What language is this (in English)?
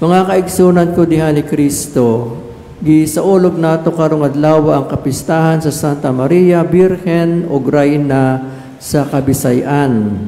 Cebuano